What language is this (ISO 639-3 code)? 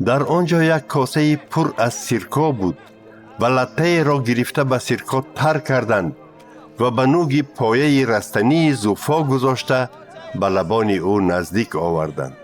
tgk